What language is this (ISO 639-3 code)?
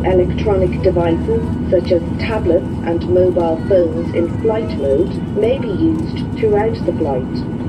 eng